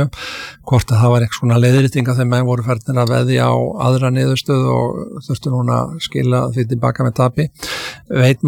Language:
Icelandic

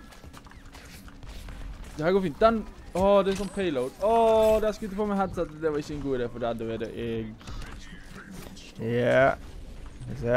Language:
Norwegian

